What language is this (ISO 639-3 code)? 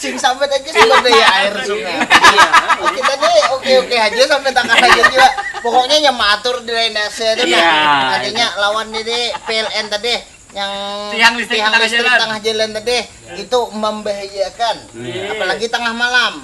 bjn